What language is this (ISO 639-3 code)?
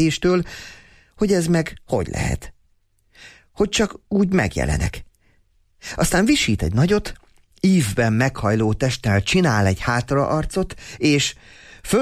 hun